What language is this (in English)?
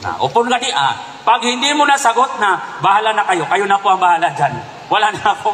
Maranao